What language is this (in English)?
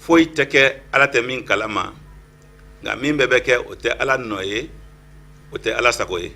Bambara